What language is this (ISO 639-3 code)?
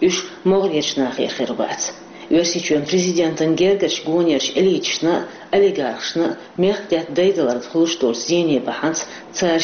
che